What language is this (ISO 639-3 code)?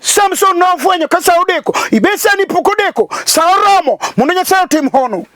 luo